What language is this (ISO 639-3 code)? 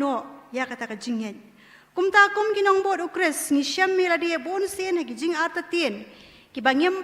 kha